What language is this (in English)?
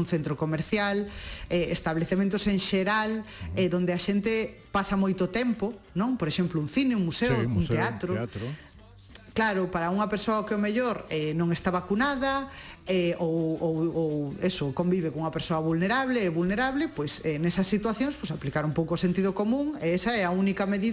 Galician